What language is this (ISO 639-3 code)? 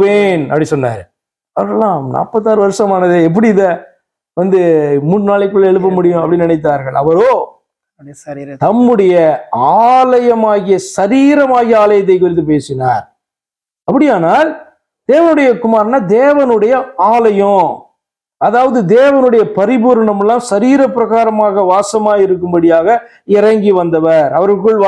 tam